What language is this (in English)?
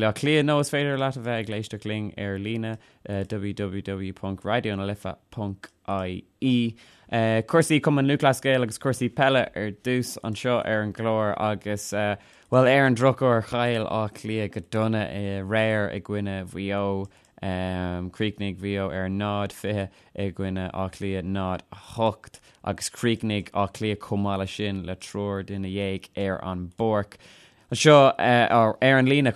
Irish